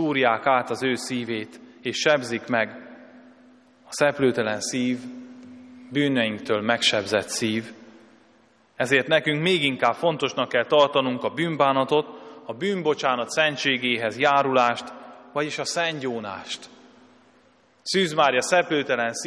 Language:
Hungarian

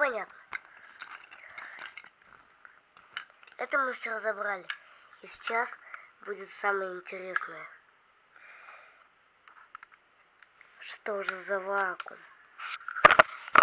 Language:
Russian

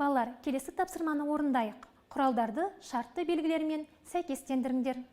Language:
Kazakh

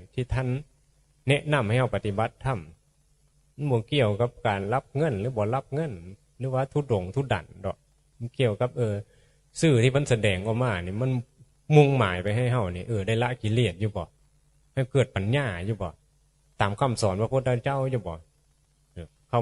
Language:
Northeastern Thai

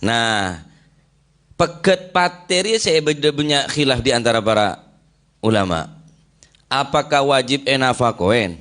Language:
Madurese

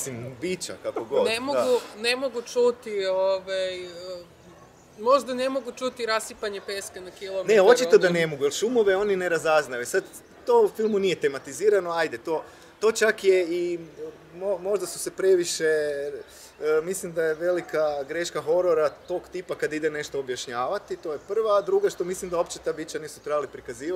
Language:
Croatian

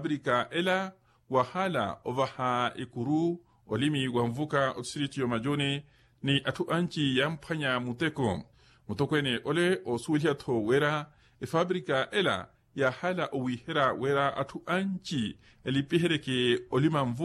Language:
Makhuwa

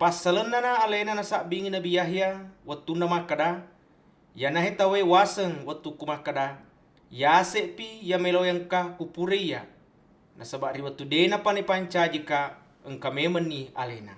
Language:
Buginese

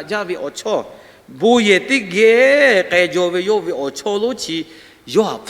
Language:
Lahu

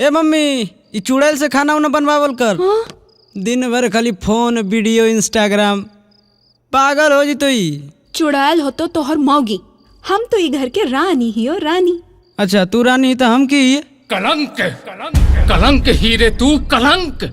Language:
Magahi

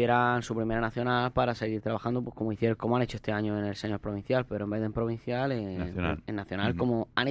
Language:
Spanish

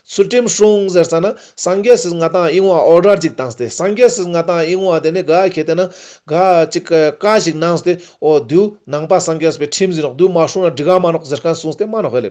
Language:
Ladakhi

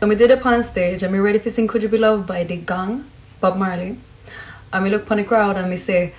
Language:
Jamaican Creole English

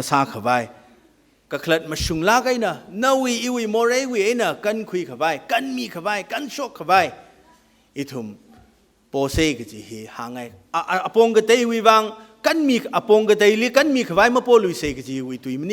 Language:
Tangkhul Naga (India)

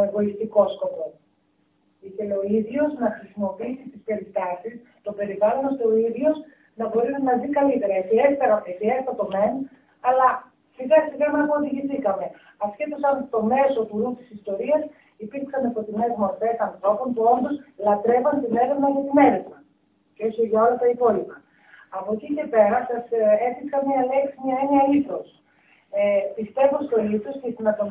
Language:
Greek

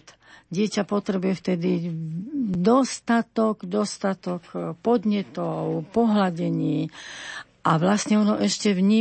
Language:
Slovak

